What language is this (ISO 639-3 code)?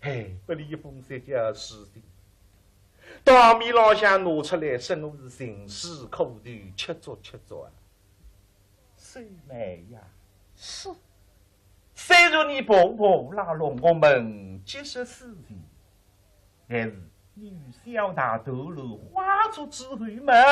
wuu